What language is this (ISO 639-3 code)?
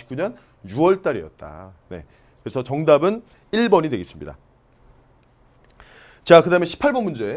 kor